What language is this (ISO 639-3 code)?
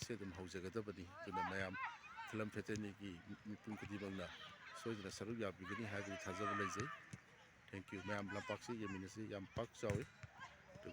mni